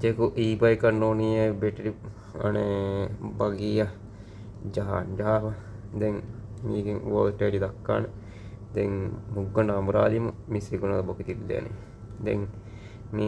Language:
Divehi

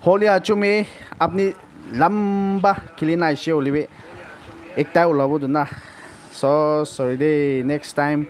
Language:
Naga Pidgin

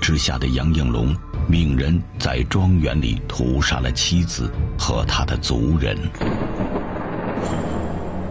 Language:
Chinese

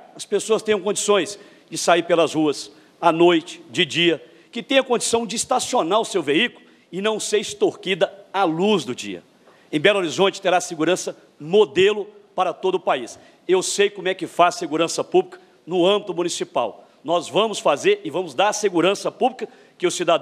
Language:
Portuguese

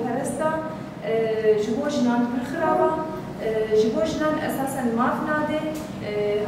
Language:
Kurdish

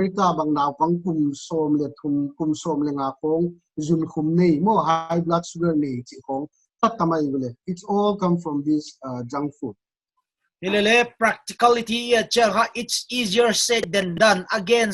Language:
Paite Chin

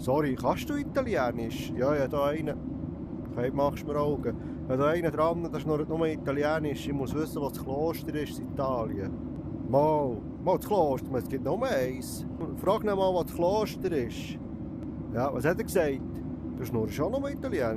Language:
Swiss German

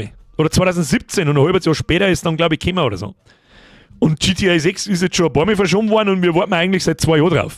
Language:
Bavarian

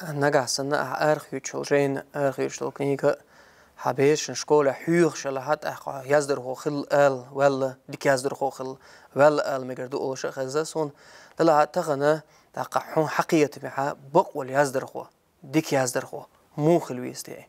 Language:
Chechen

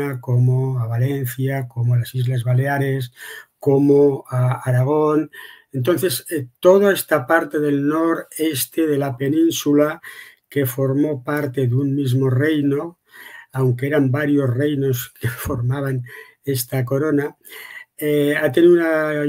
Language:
Ladino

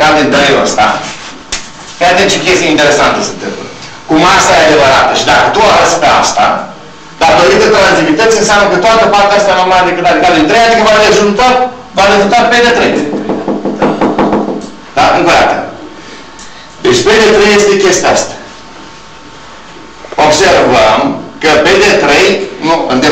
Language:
Romanian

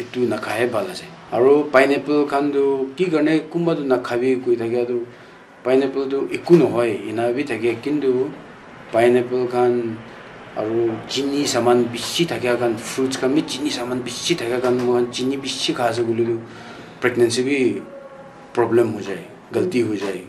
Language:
Naga Pidgin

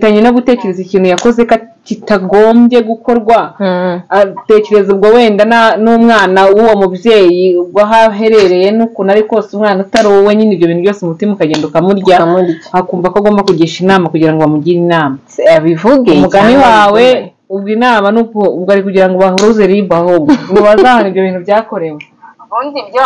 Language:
Kinyarwanda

